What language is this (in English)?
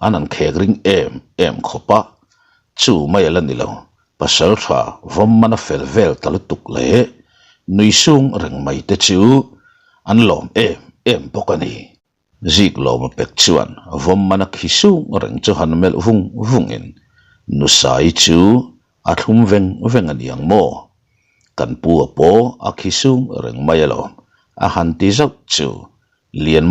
Mizo